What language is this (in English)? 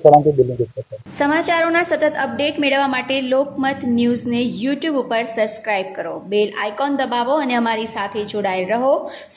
Gujarati